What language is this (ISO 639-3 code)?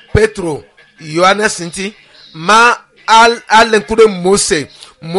ewe